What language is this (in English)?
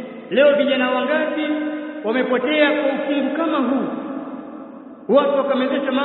Swahili